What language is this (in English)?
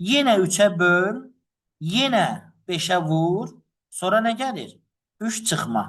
Azerbaijani